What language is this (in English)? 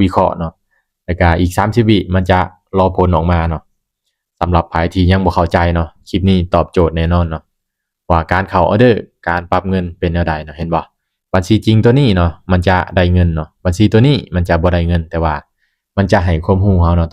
Lao